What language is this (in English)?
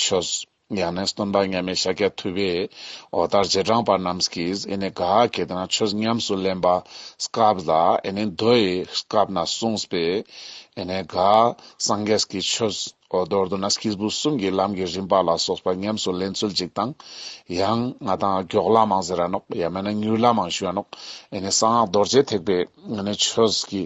Ladakhi